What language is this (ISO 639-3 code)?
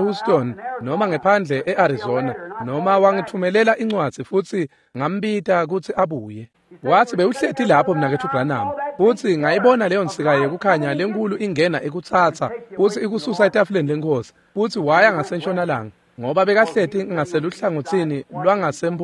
ssw